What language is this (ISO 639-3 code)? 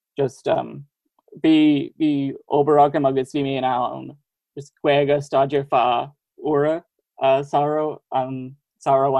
gle